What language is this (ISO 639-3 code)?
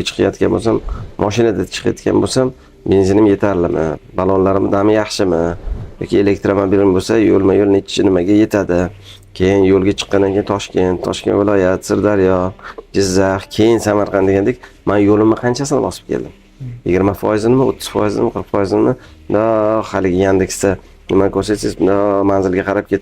uzb